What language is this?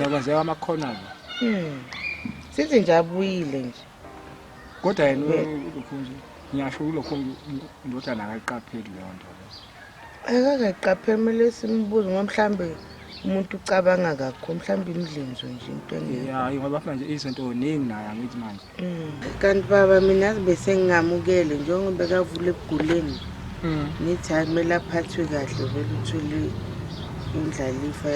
Zulu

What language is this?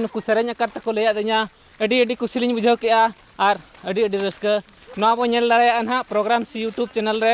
Santali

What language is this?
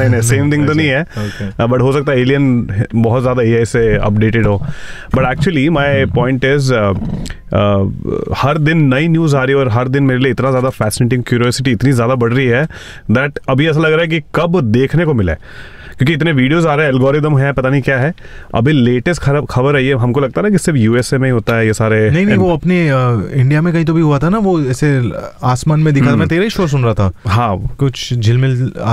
Hindi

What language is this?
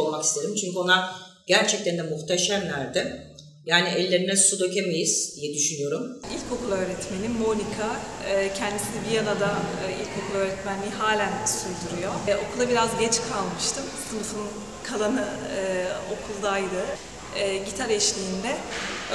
Turkish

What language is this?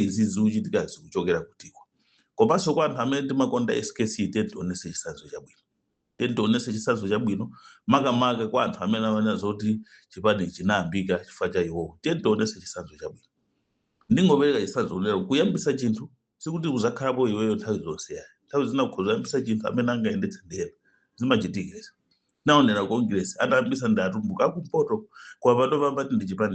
Nyanja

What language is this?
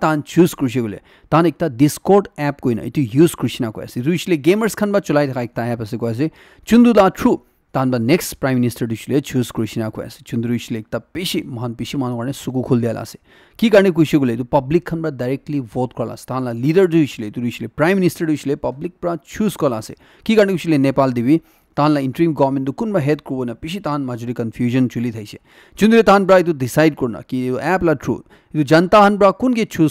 Naga Pidgin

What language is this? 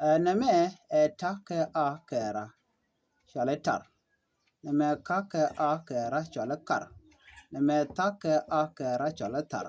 Nuer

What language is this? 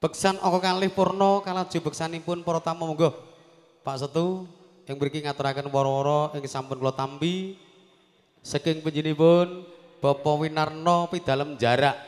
Javanese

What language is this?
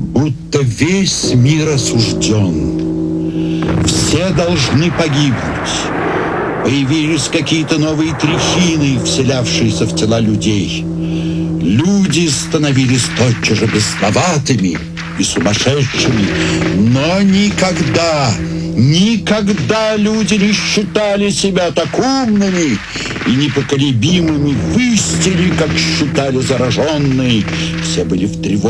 Russian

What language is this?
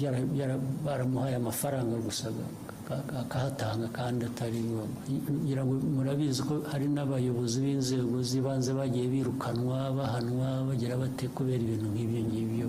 Kinyarwanda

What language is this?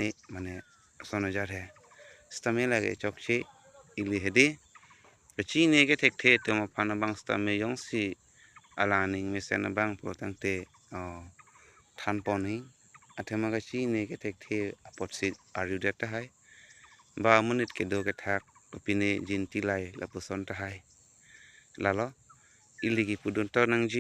Karbi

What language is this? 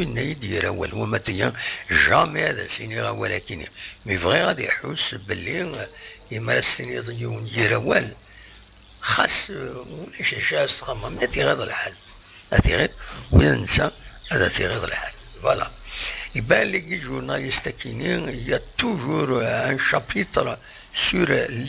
Kabyle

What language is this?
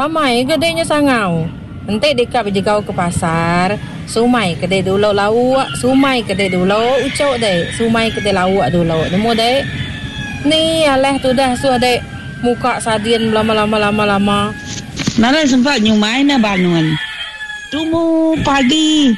Iban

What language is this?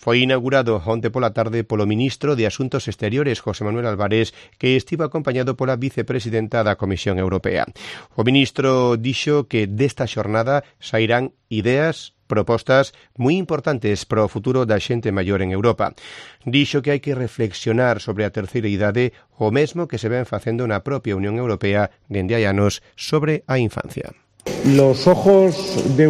Galician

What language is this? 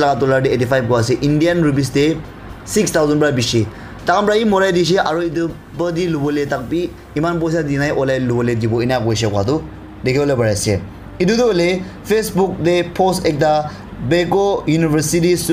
Naga Pidgin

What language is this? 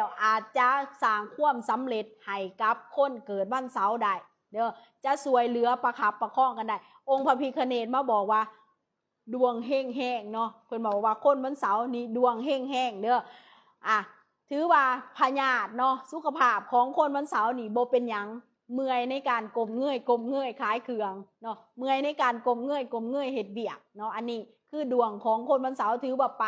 Lao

